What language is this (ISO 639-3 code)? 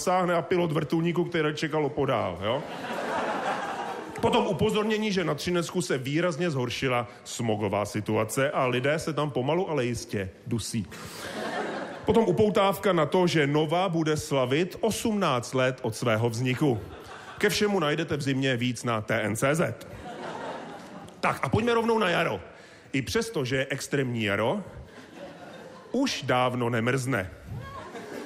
ces